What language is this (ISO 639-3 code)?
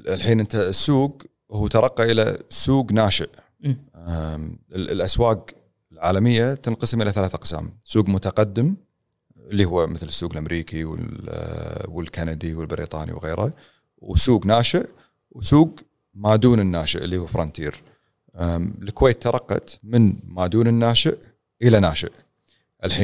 afb